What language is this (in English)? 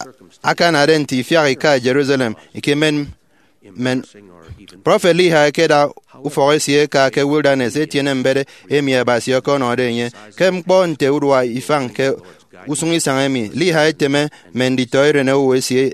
Efik